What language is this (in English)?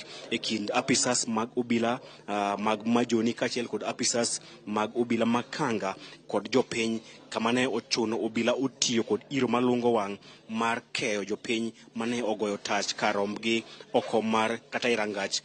Luo (Kenya and Tanzania)